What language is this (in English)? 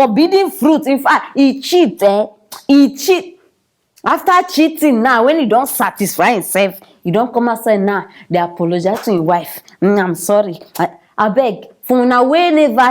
Nigerian Pidgin